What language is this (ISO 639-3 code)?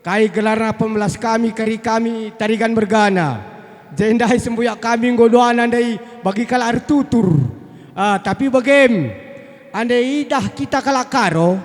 btx